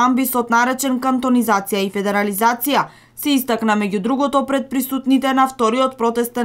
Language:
Macedonian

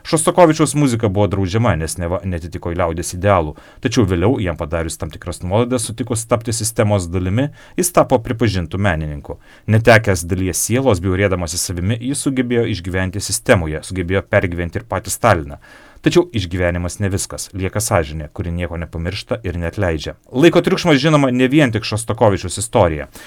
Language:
Lithuanian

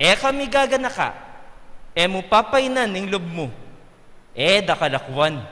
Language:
Pampanga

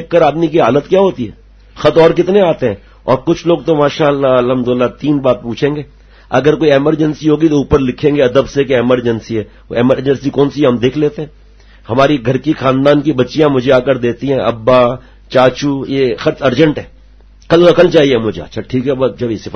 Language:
Urdu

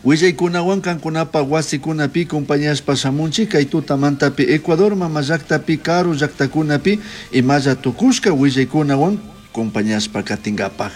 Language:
Chimborazo Highland Quichua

